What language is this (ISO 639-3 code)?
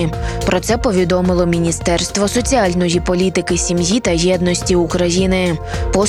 ukr